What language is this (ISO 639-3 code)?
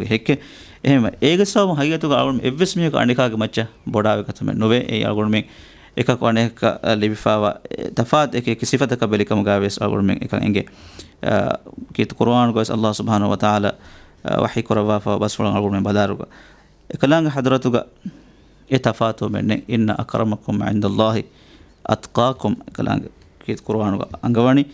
div